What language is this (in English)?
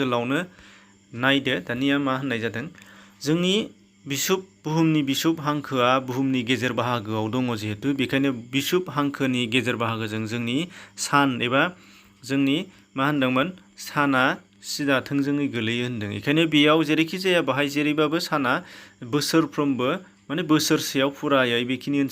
Bodo